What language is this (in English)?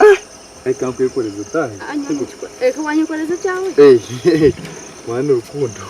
Nyankole